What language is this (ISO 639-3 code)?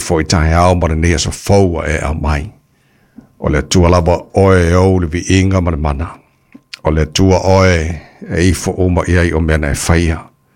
smo